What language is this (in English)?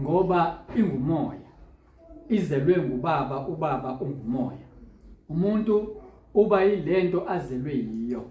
Zulu